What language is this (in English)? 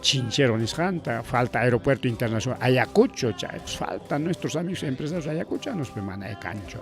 Ayacucho Quechua